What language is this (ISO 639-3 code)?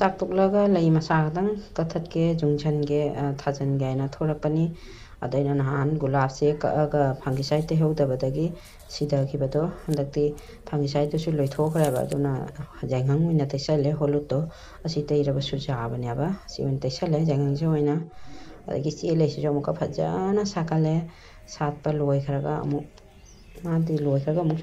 mni